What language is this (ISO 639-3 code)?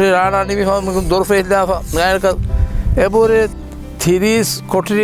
div